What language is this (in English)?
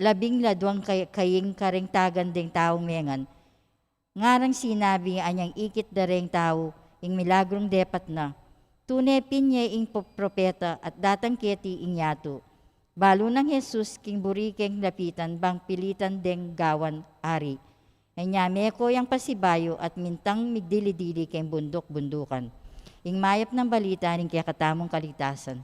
Pampanga